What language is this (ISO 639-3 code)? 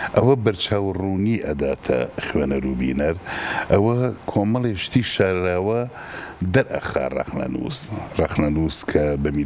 ckb